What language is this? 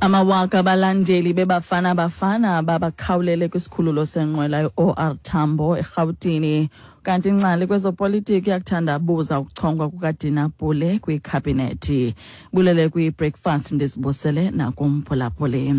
Xhosa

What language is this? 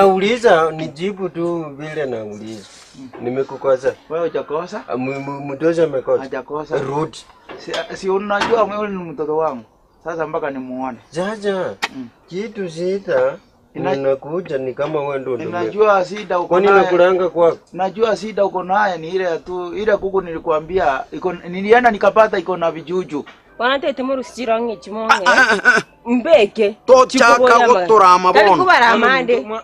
Gusii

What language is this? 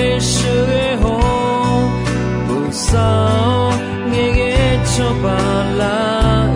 Akha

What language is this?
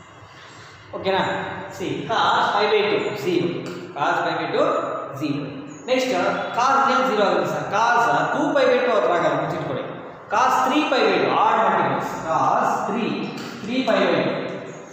Kannada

